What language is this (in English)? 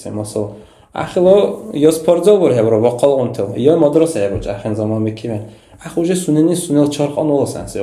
Dargwa